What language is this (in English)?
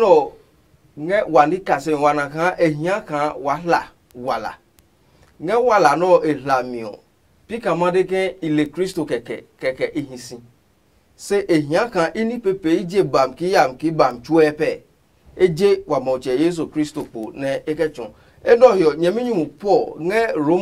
Adangme